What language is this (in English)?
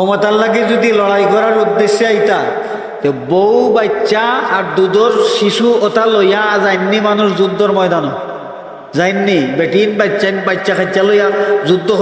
Sylheti